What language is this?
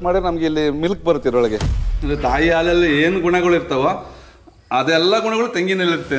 Kannada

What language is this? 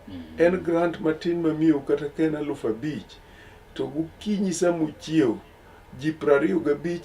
Luo (Kenya and Tanzania)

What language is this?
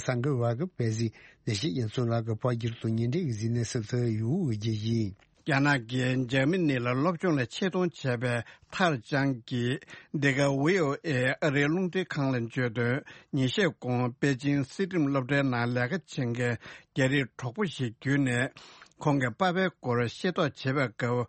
Tibetan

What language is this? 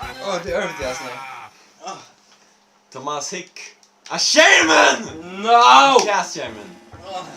Faroese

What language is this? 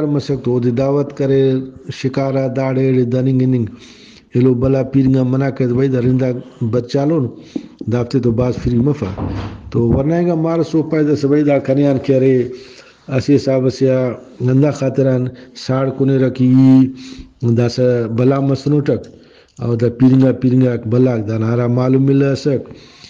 Brahui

